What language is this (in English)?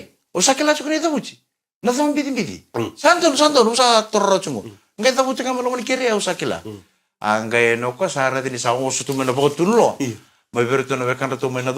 Fijian